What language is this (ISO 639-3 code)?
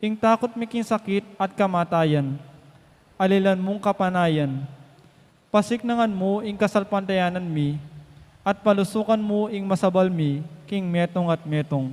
pam